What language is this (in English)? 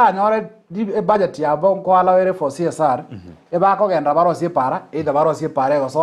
Gusii